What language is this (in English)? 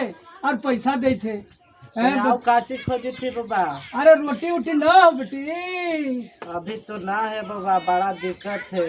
Magahi